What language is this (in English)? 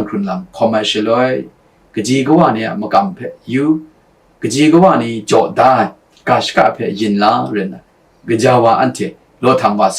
Kachin